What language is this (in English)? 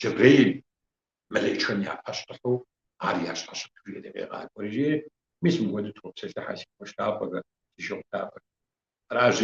Kabardian